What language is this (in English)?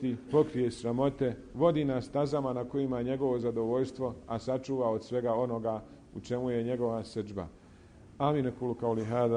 Bosnian